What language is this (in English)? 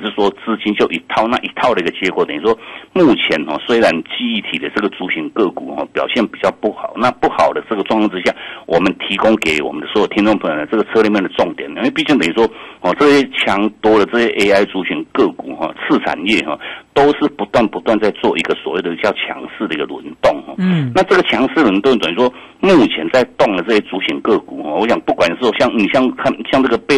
Chinese